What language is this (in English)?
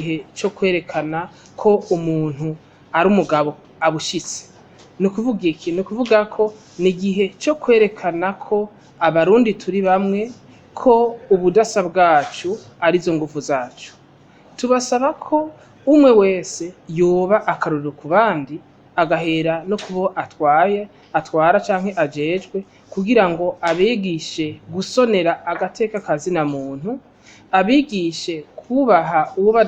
Rundi